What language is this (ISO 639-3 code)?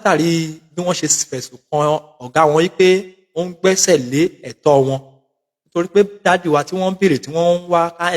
yor